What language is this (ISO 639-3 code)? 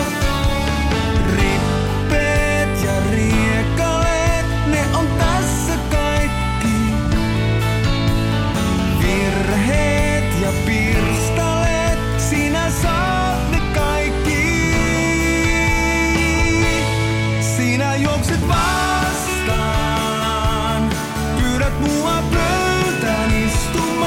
fin